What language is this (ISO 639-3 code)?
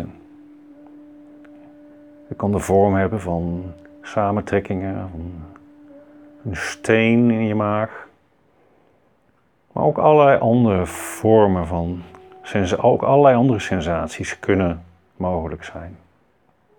nld